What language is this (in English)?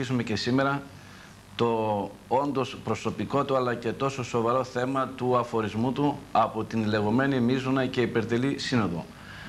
Greek